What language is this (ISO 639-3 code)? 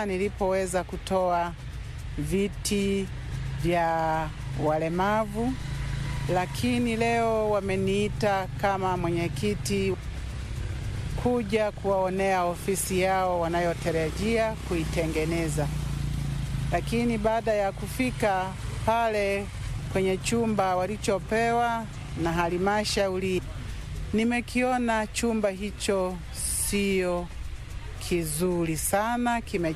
swa